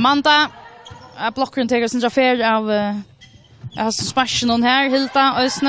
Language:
Faroese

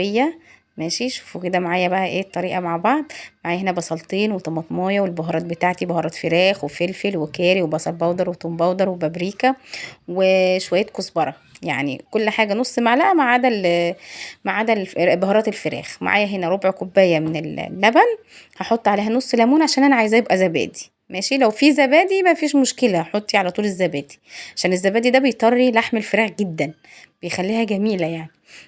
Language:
Egyptian Arabic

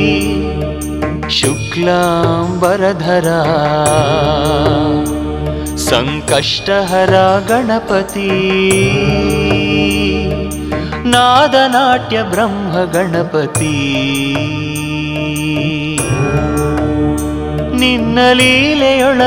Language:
Kannada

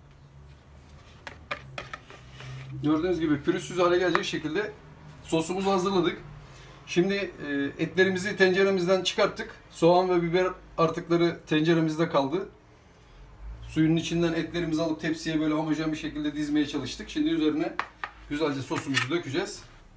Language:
Turkish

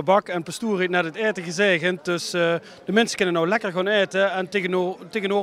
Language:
Limburgish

